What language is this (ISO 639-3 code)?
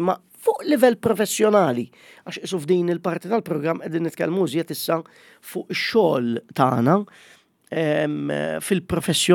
mlt